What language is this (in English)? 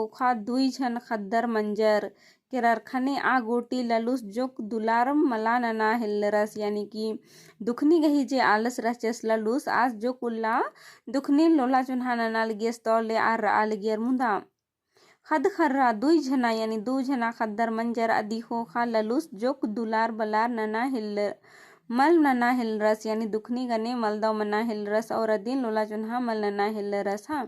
Kurukh